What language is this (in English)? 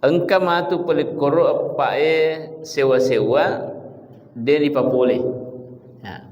Buginese